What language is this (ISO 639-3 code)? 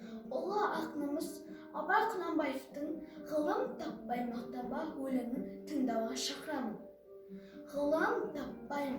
kaz